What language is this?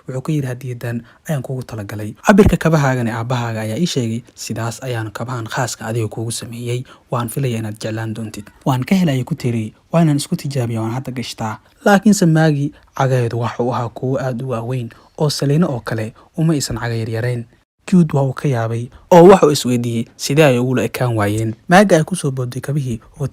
Somali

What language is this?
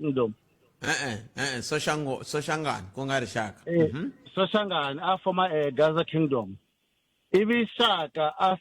Tsonga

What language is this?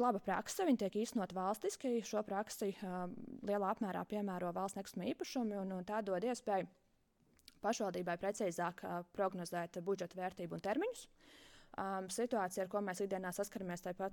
Latvian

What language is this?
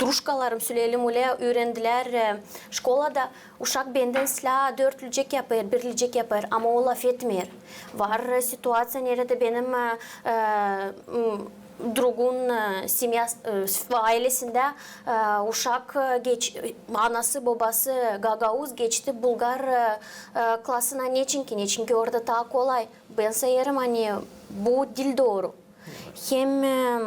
Gagauz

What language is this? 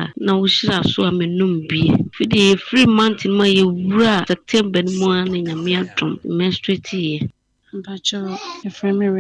Akan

